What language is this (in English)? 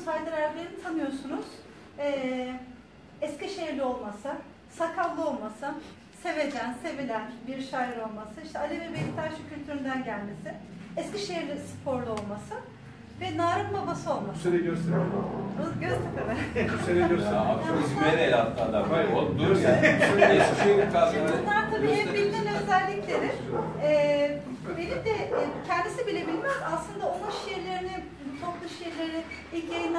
Turkish